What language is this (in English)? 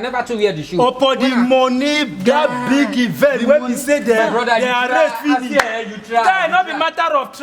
Nigerian Pidgin